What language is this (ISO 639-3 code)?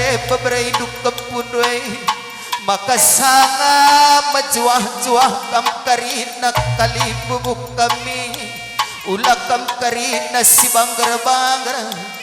btx